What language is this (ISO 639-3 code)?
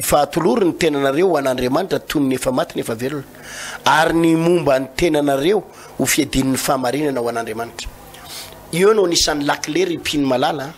mlg